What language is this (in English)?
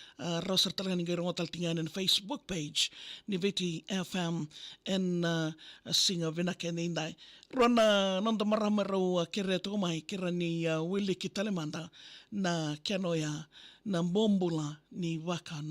Fijian